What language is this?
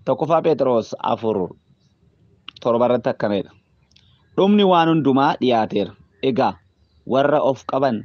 Oromo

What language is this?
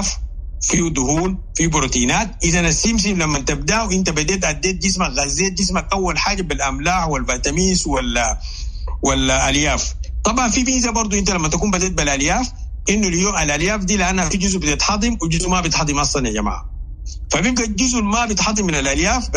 Sudanese Arabic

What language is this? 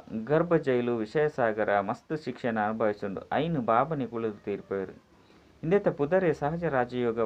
Tulu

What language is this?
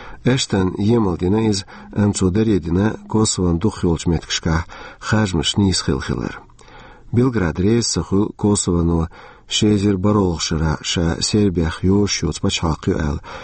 Chechen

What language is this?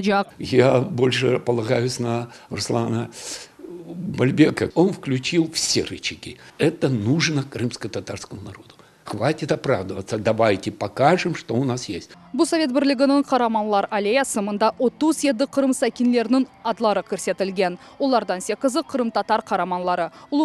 Crimean Tatar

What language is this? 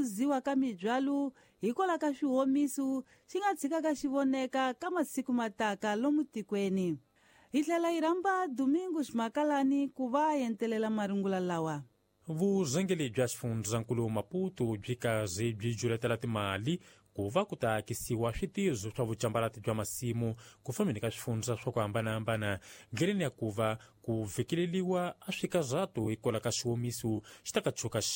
Tsonga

